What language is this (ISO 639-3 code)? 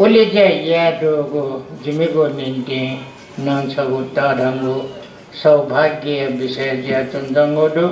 new